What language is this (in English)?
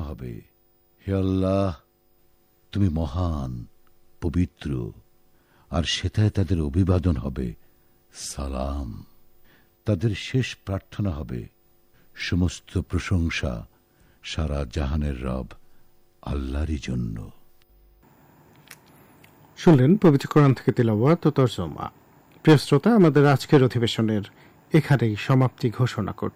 Bangla